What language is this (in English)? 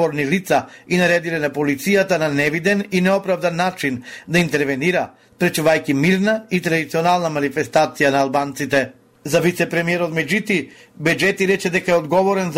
Macedonian